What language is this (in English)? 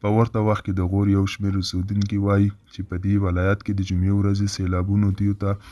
Pashto